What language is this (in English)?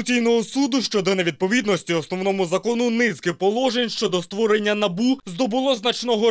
Ukrainian